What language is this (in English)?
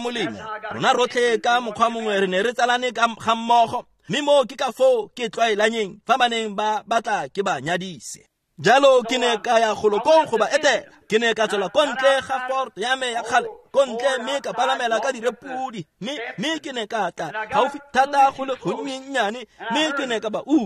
Tswana